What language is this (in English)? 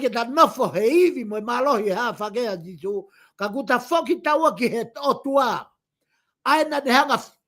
Tongan